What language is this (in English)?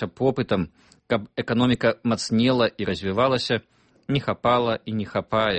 Belarusian